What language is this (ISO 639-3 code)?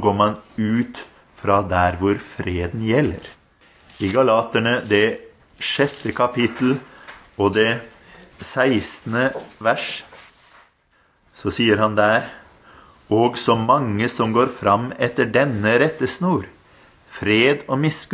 nor